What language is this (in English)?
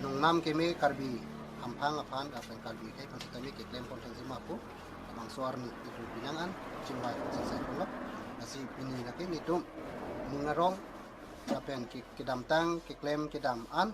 Karbi